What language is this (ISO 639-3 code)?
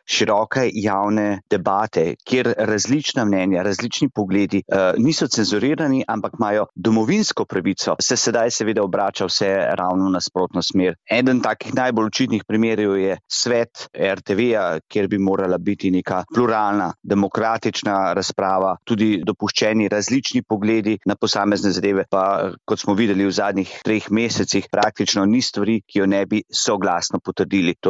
slv